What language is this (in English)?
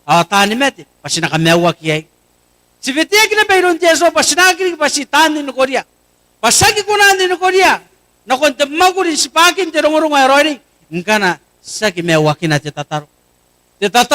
Gilbertese